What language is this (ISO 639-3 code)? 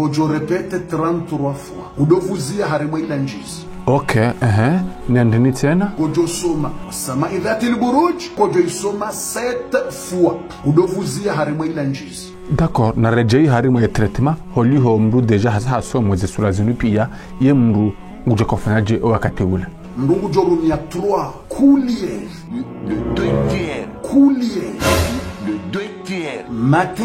zdj